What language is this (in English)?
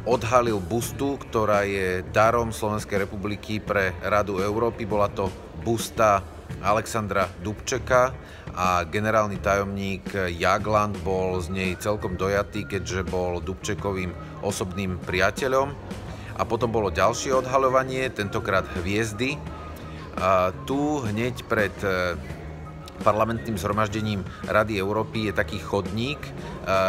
Slovak